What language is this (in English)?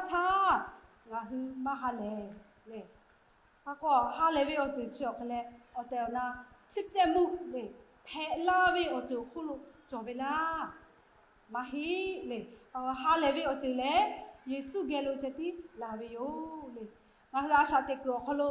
Lahu